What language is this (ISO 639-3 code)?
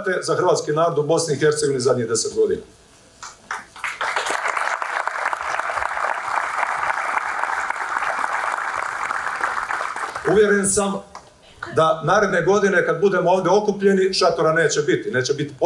hrv